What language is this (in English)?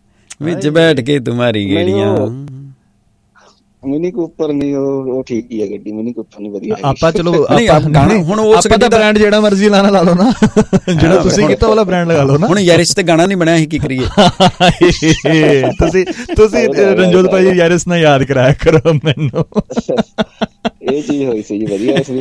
Punjabi